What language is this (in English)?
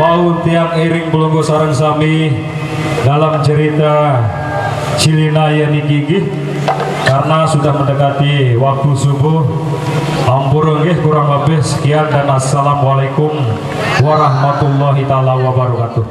Sasak